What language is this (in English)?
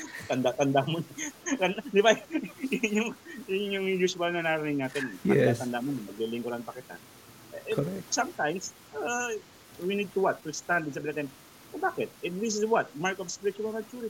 Filipino